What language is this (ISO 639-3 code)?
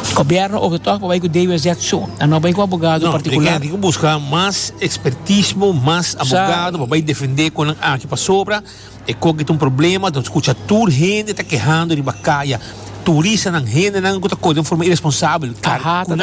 pap